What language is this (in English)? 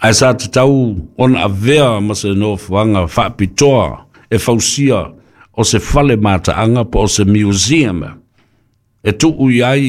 Samoan